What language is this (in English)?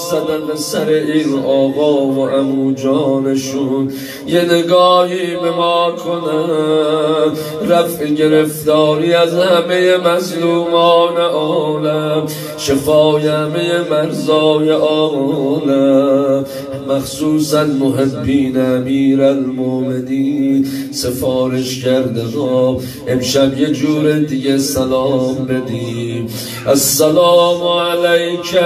Persian